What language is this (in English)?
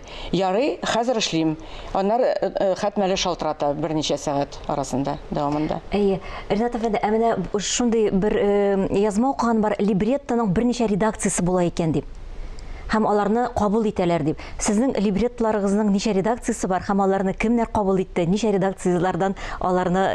Tatar